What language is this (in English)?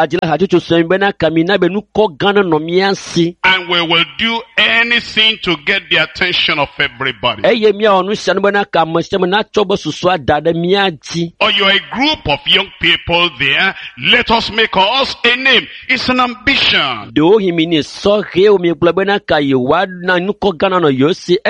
Ewe